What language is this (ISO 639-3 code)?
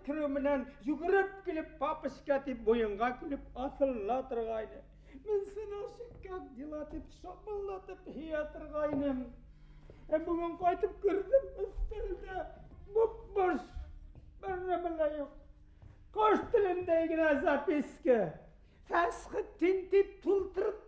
bak